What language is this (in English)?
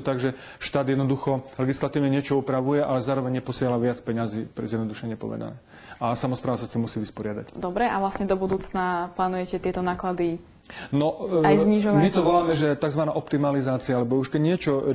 Slovak